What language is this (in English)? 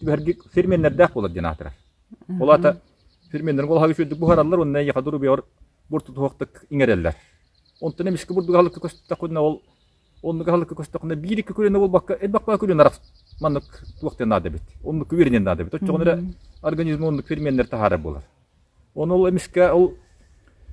Yakut